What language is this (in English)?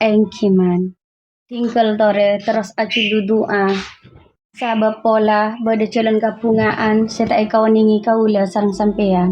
Madurese